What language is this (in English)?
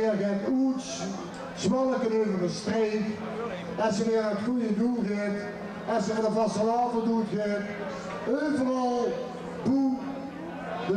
Limburgish